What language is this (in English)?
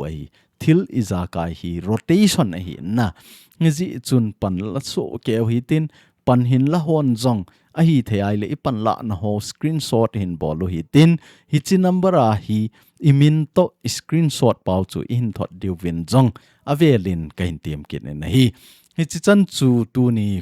Thado Chin